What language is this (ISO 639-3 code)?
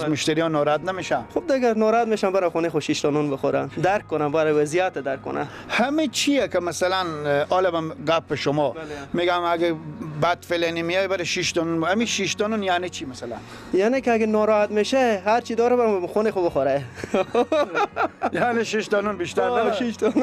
fas